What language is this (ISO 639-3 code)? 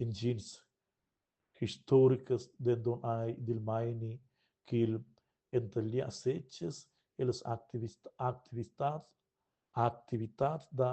roh